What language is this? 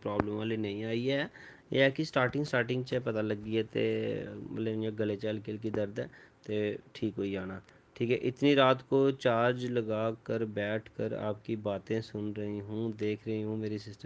Dogri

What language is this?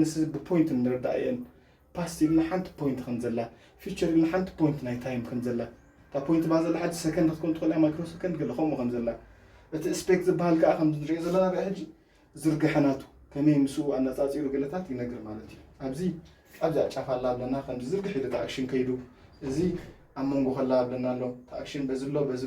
Tigrinya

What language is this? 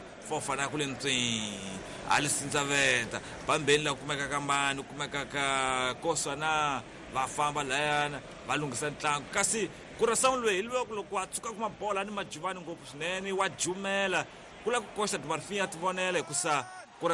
Tsonga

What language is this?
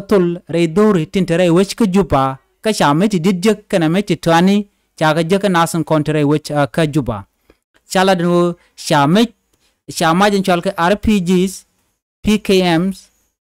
Nuer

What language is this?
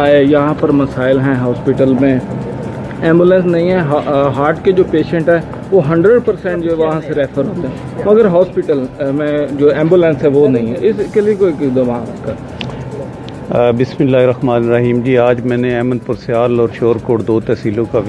Urdu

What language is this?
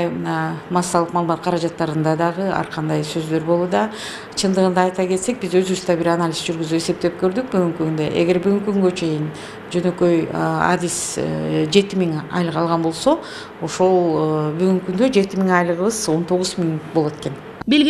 Kyrgyz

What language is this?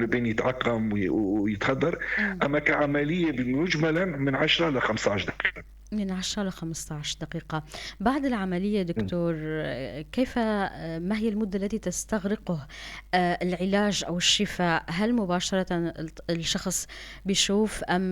North Levantine Arabic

